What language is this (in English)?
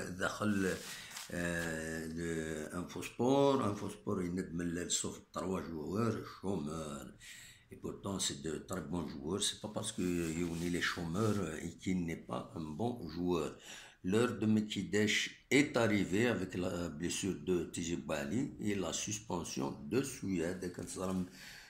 Kabyle